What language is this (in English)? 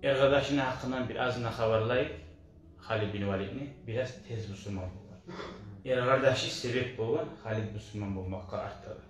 Kumyk